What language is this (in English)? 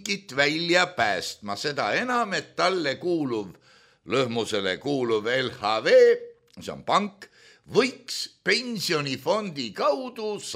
Estonian